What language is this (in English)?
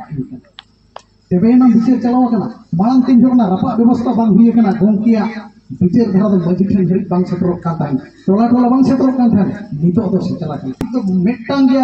Santali